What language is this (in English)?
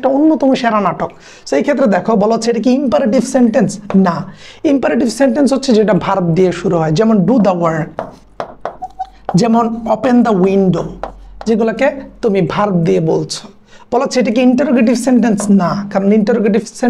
Bangla